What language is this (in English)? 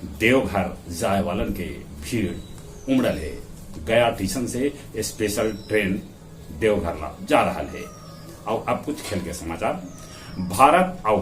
Magahi